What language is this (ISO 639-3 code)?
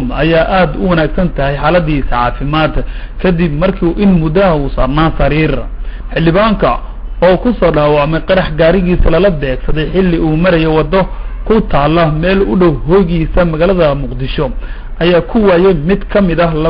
som